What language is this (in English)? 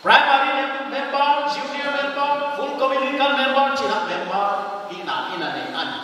Paite Chin